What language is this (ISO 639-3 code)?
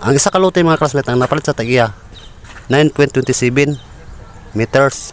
ceb